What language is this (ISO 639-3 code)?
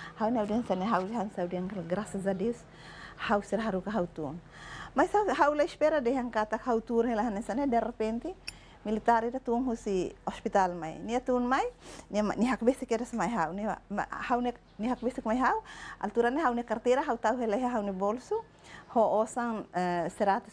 tet